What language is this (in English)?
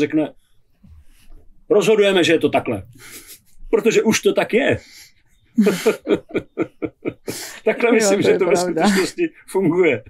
Czech